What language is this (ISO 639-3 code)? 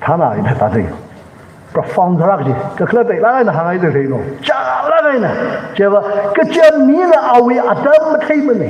nmf